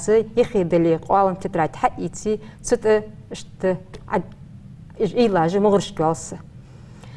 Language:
Ingush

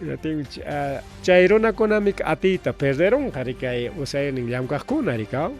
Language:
Ayacucho Quechua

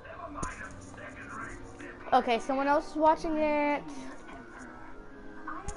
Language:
English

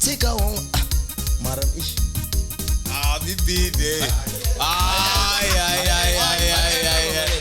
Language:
Tsonga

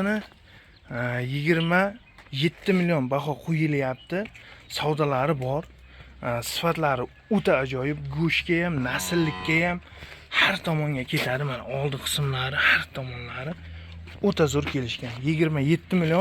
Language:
Uzbek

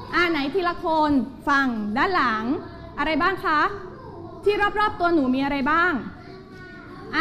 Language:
Thai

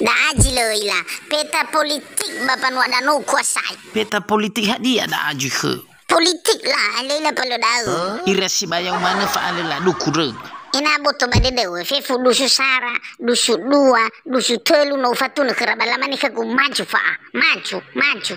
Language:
Nias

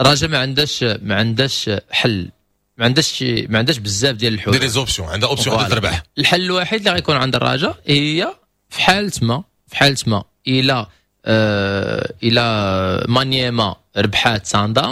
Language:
Moroccan Arabic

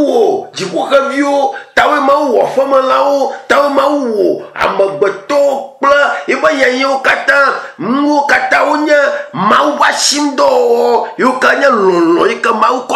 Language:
Ewe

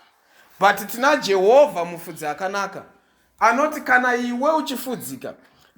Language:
Shona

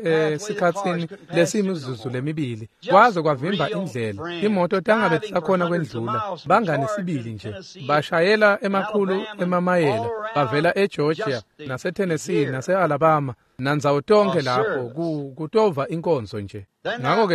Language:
Swati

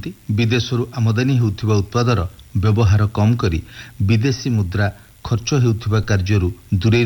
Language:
Odia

